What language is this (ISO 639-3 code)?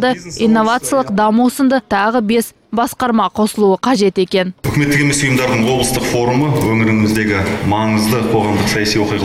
kaz